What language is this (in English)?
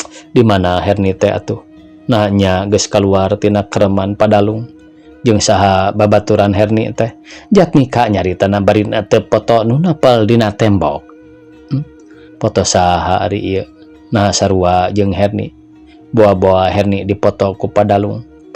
Sundanese